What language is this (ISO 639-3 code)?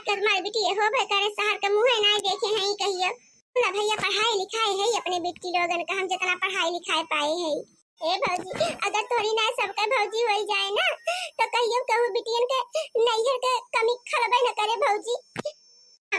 awa